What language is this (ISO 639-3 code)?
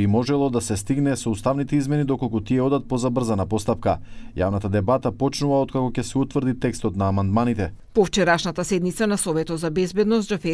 mkd